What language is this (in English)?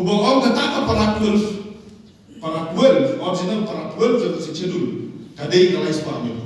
Khasi